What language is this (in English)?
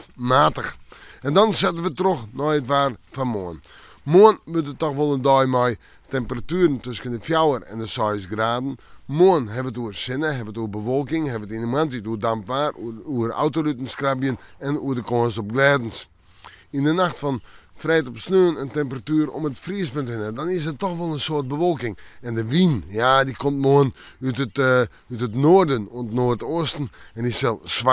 Western Frisian